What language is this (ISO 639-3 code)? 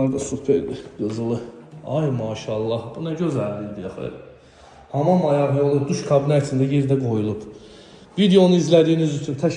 aze